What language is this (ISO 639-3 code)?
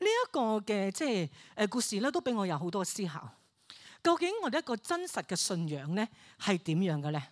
yue